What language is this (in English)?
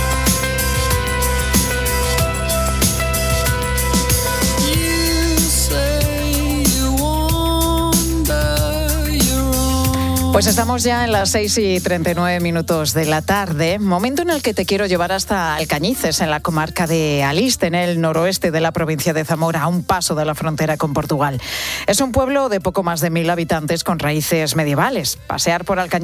Spanish